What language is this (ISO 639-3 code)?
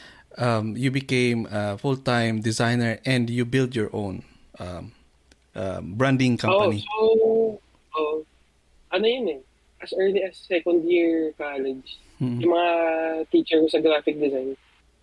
fil